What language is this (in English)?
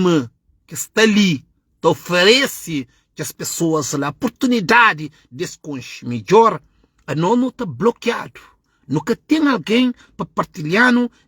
Kabuverdianu